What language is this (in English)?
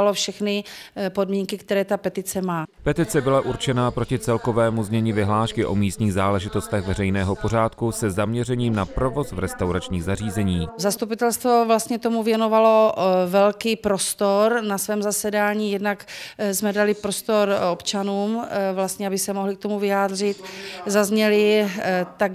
Czech